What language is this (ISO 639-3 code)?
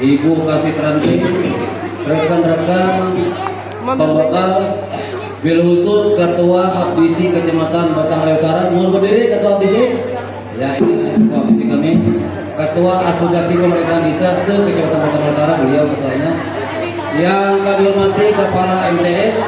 bjn